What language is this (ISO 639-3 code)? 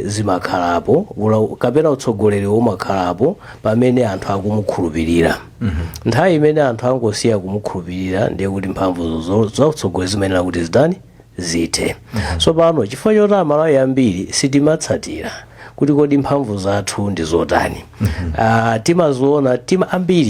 nya